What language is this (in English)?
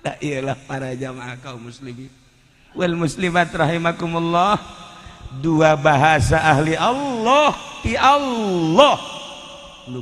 Sundanese